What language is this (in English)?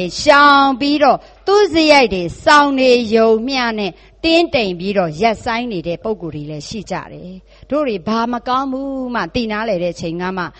Burmese